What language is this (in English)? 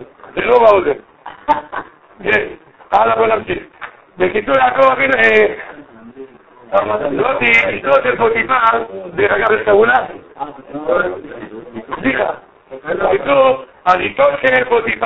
Hebrew